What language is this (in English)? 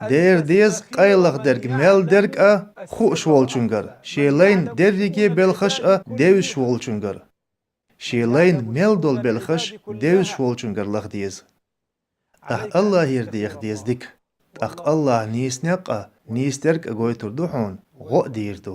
Chechen